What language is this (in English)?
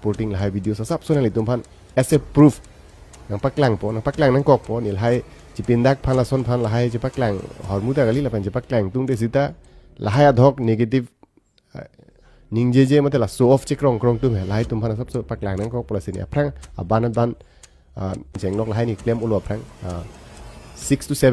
Karbi